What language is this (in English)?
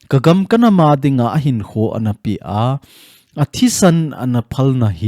Thado Chin